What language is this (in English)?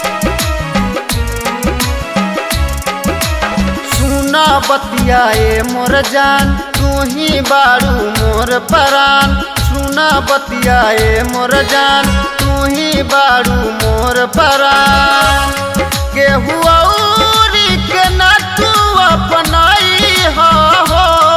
Bhojpuri